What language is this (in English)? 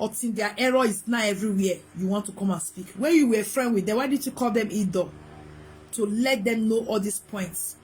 Nigerian Pidgin